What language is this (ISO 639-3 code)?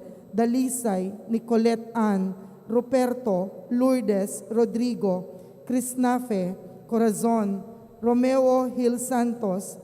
pam